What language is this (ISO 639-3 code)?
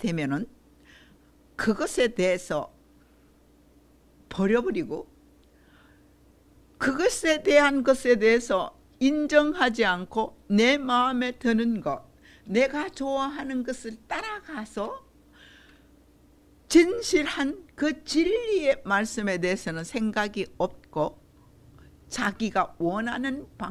kor